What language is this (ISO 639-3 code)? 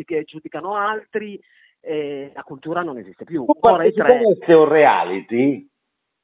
ita